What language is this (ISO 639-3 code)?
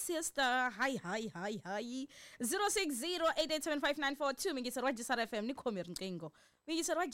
tso